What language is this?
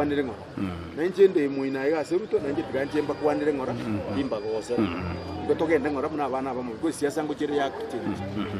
Gusii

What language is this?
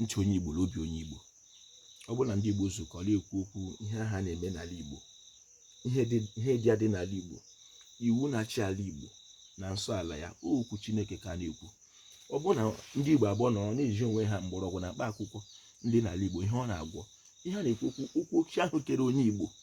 Igbo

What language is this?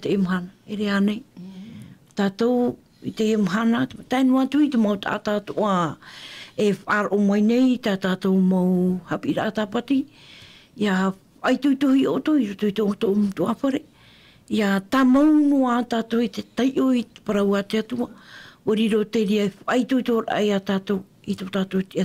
Tahitian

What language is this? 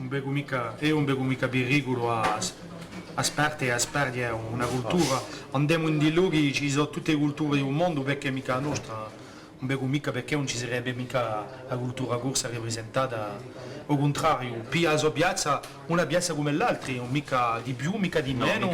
Corsican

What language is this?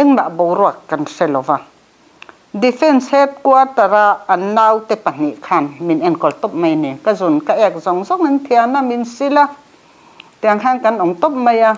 Mizo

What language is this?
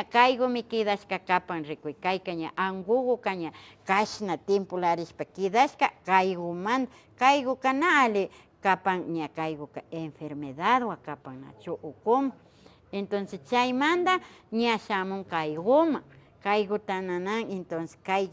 Imbabura Highland Quichua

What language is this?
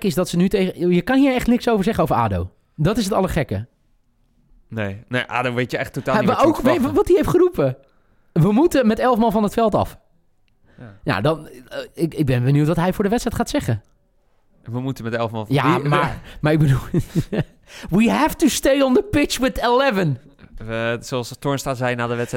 Dutch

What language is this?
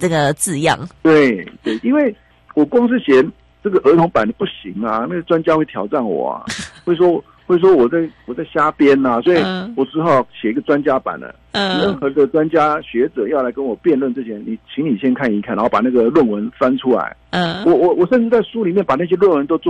Chinese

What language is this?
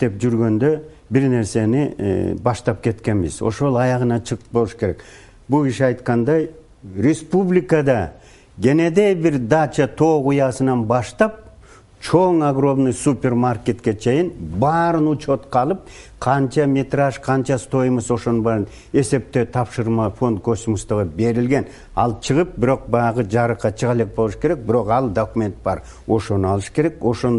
Kyrgyz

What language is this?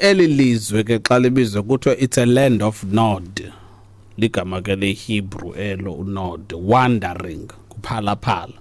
Xhosa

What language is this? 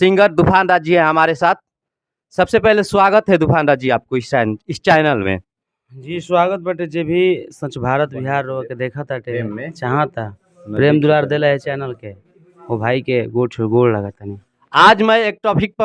Bhojpuri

